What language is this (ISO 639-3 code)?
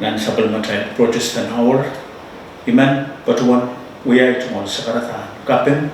pon